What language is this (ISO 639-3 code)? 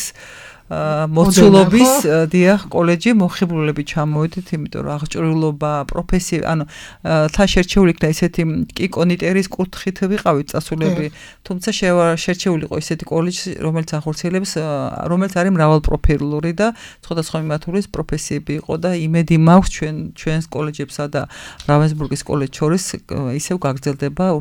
kat